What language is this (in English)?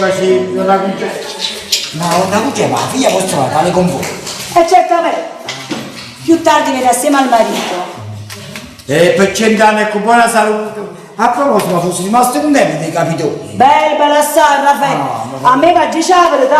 Neapolitan